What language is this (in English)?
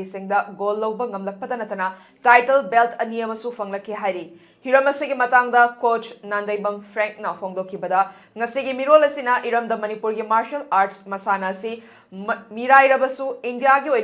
Manipuri